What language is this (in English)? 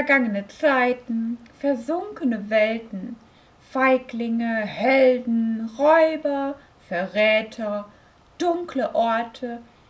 German